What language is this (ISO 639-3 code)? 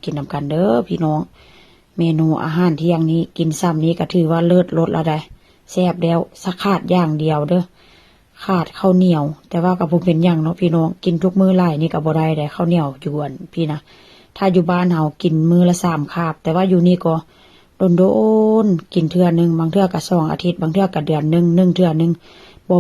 tts